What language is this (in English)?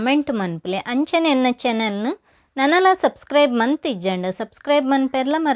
Tulu